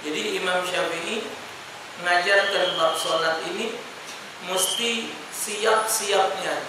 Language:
Musi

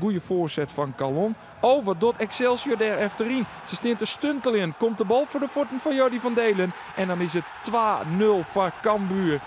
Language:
Western Frisian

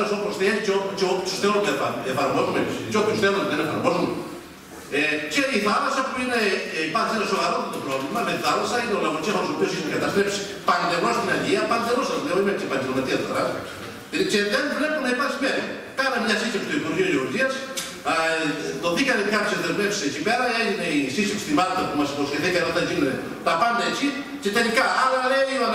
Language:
Greek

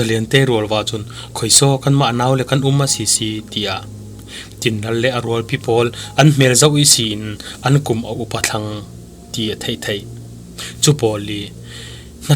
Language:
Falam Chin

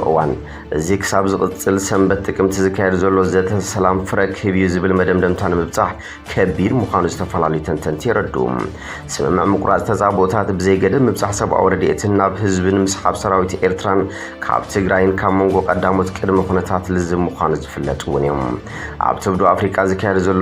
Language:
Tigrinya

